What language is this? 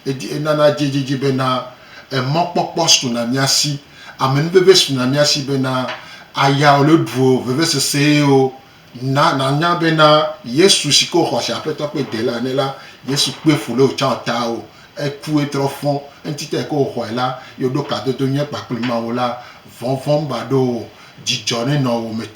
Gen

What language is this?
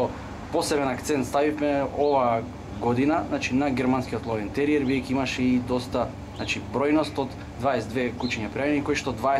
Macedonian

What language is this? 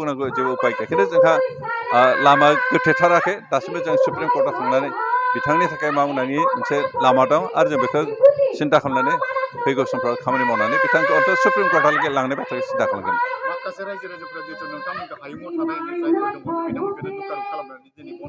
Bodo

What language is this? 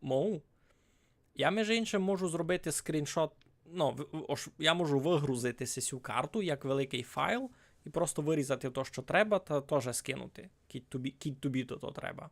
Rusyn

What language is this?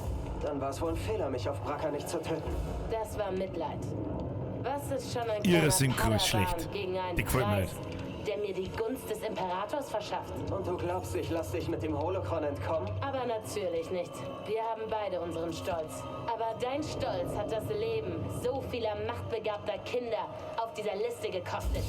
Bavarian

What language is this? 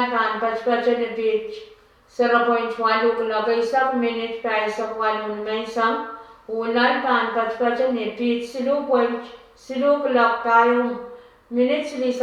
Pohnpeian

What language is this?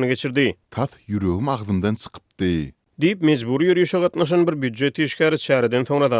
Turkmen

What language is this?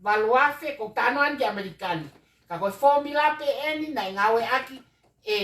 Tongan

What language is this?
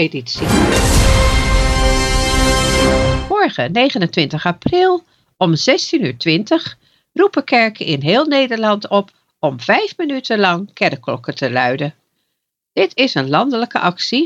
Dutch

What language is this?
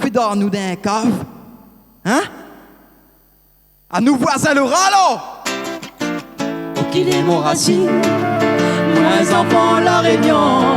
Réunion Creole French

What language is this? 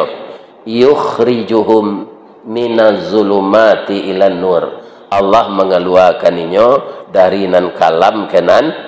Minangkabau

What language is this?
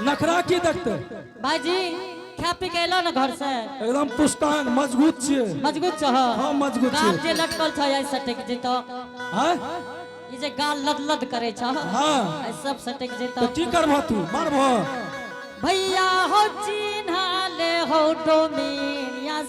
Angika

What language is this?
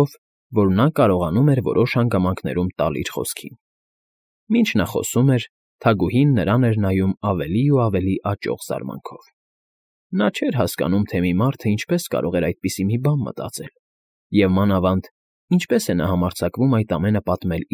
Armenian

